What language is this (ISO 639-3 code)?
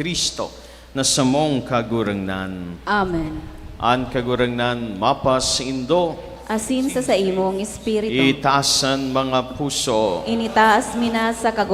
bik